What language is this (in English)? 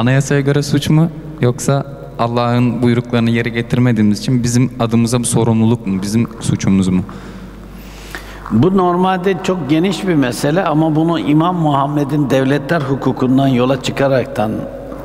Turkish